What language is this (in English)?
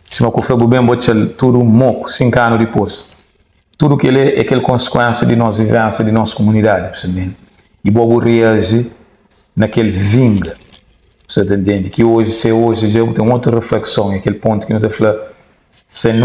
Kabuverdianu